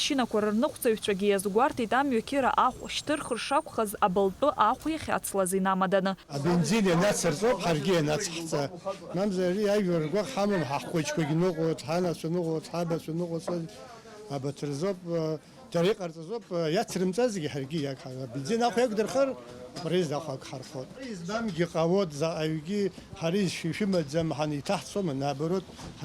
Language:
Abkhazian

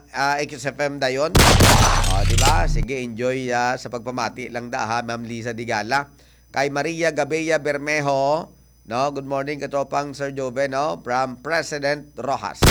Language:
Hiligaynon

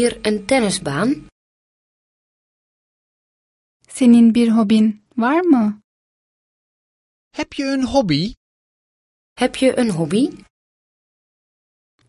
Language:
Dutch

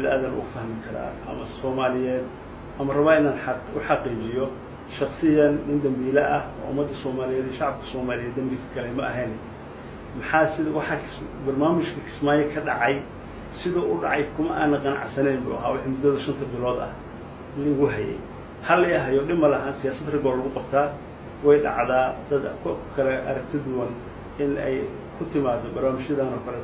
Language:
Somali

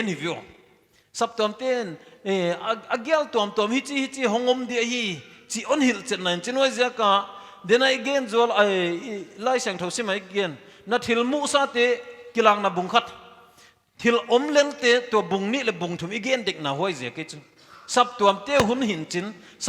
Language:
Paite Chin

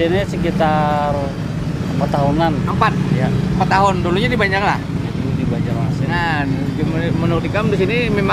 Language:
Banjar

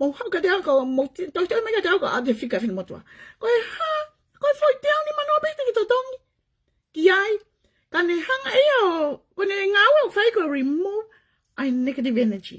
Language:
Tongan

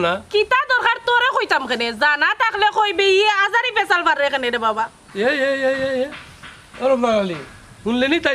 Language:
Sylheti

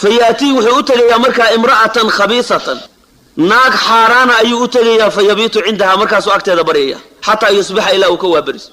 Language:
Somali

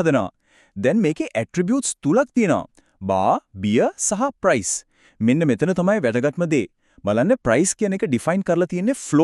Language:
Sinhala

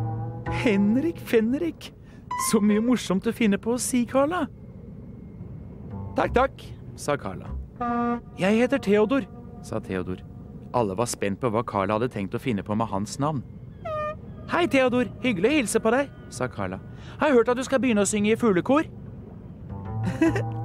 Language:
Norwegian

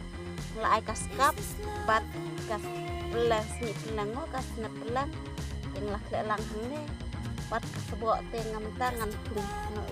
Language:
Khasi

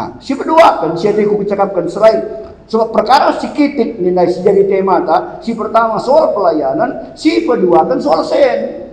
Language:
Batak Karo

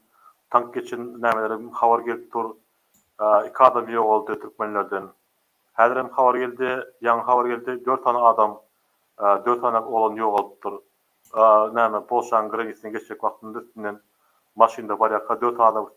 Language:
Turkmen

